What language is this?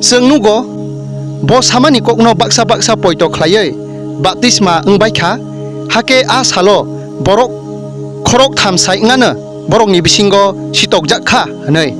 Kok Borok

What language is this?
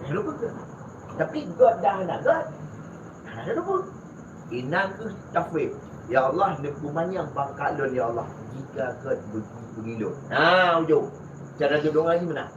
Achinese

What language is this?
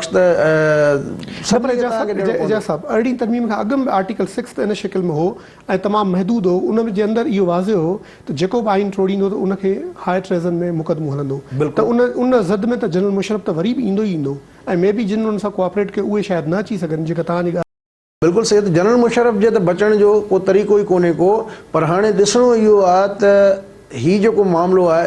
Sindhi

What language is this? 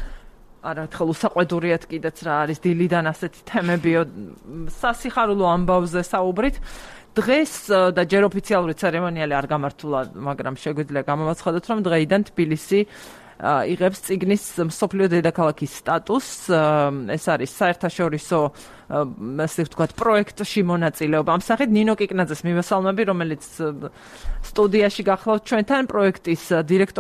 Georgian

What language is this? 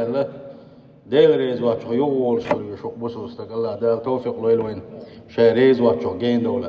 Chechen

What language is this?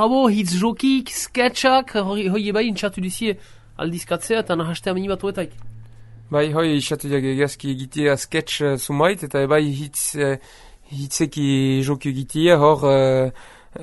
Basque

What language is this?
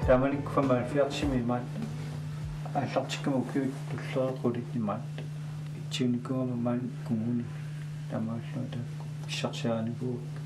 Kalaallisut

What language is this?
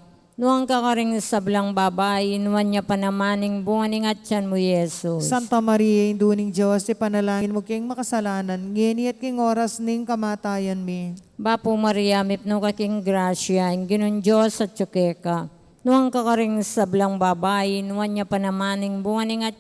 Pampanga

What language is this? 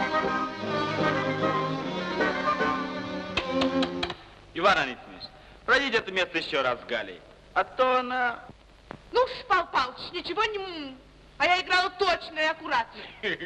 Russian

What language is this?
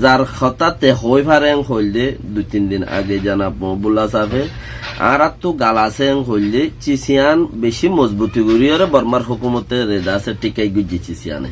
Rohingya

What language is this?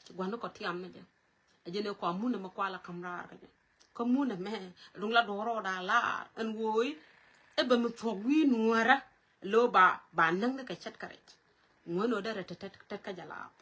Nuer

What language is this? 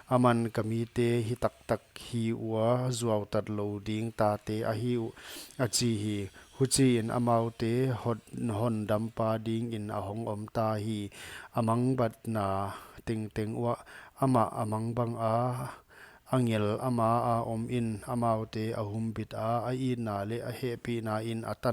Paite Chin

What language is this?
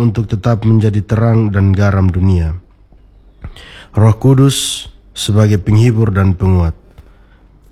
Indonesian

